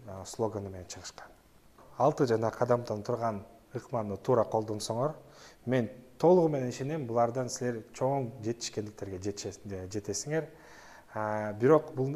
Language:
Kyrgyz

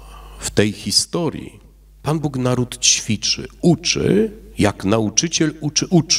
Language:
Polish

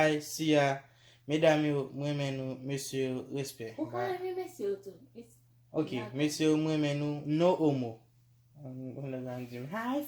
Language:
Haitian Creole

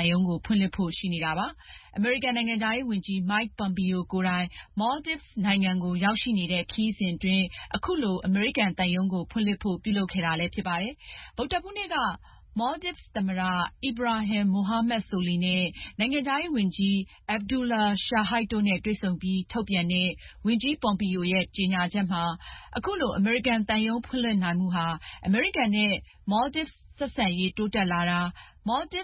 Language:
Burmese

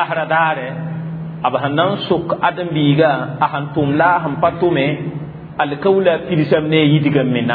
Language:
Mossi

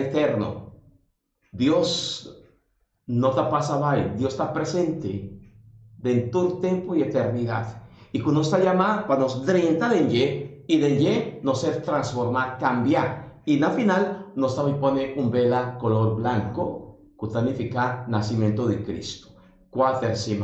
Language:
Papiamento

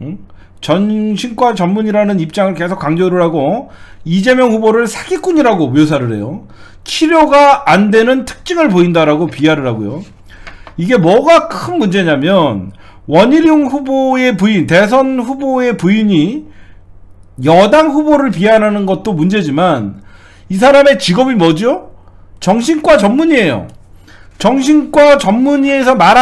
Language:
Korean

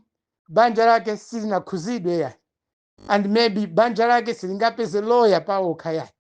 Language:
Nyanja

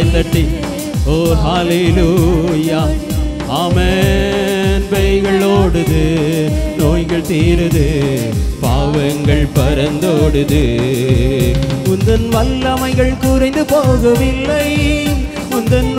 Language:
Tamil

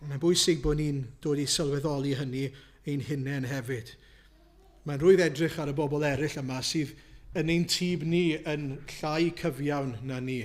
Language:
Welsh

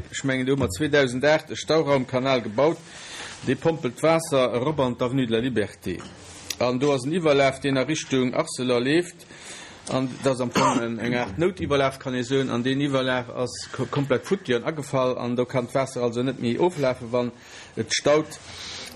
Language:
Luxembourgish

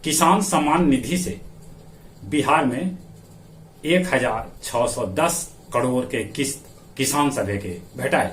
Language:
Magahi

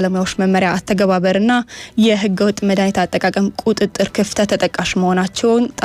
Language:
Amharic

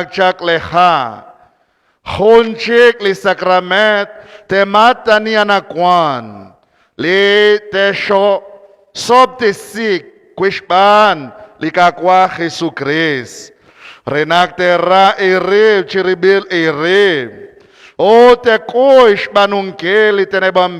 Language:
Kekchí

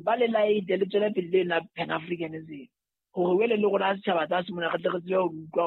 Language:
Southern Sotho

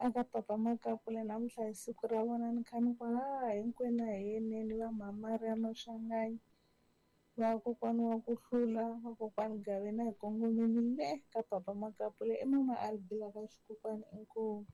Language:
Tsonga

